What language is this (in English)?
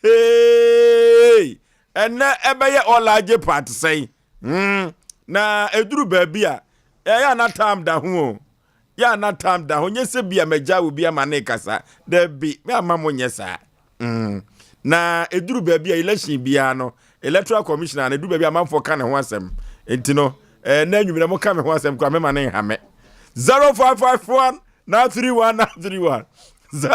Akan